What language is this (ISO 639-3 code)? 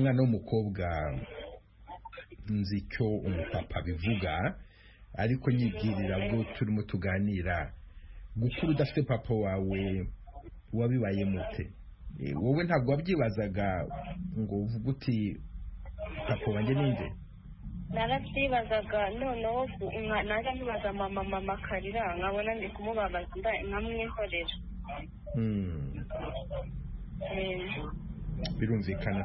kin